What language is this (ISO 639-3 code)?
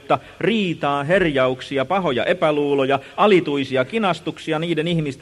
fin